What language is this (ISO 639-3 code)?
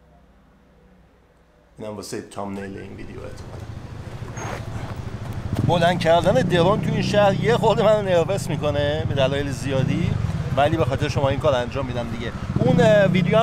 fas